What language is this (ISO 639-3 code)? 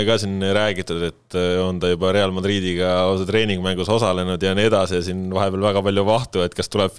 est